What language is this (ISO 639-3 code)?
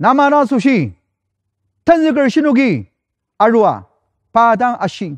njo